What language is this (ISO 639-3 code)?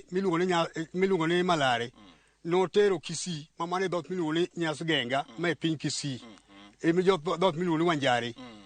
luo